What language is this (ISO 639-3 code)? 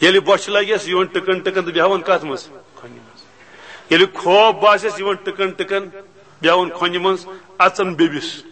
kas